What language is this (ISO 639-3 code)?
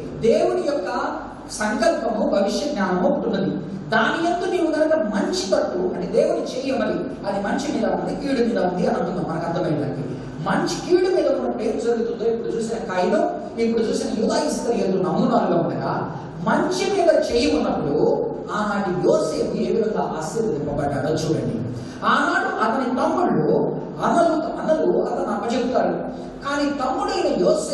tel